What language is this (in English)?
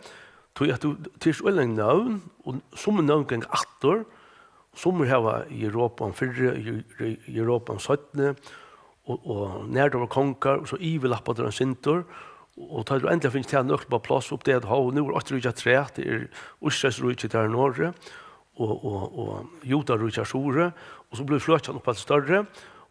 Faroese